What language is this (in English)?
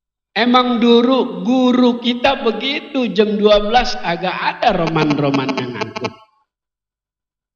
Indonesian